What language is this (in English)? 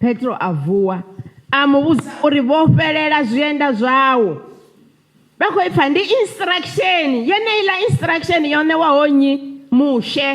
Venda